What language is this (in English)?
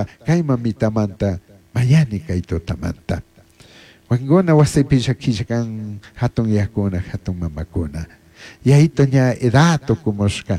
Chimborazo Highland Quichua